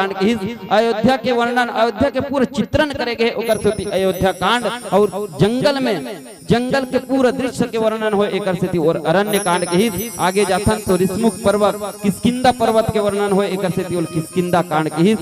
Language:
Chhattisgarhi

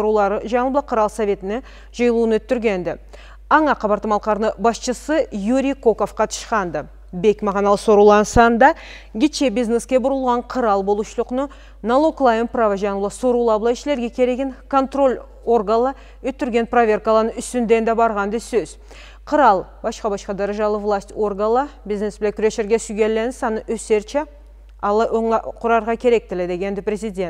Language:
Karachay-Balkar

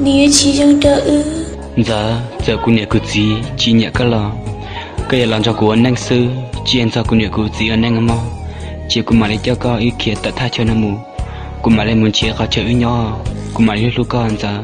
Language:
Hmong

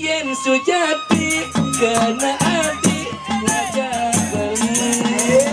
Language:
Balinese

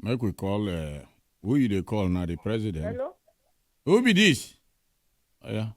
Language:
Nigerian Pidgin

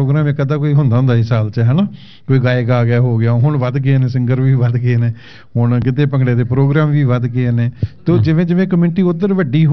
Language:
Punjabi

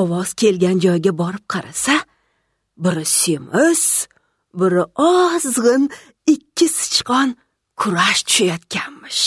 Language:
Uzbek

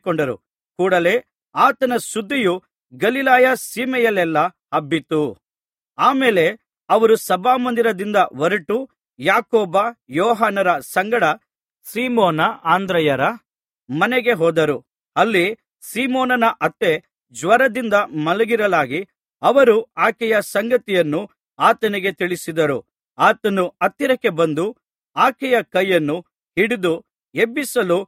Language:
Kannada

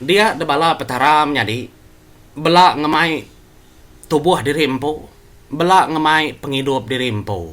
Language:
Iban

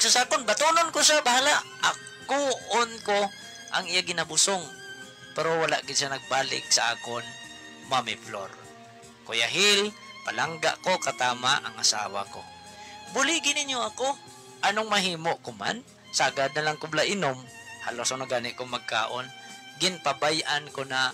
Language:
Hiligaynon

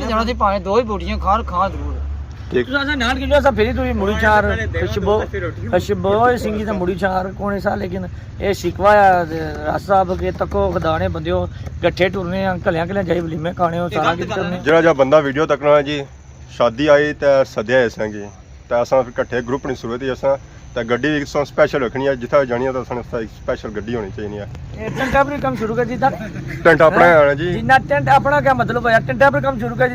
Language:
Pahari-Potwari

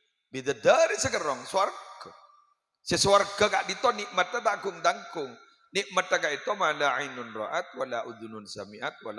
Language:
Madurese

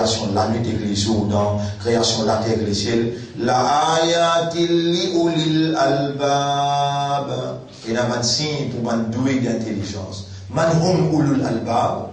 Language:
Morisyen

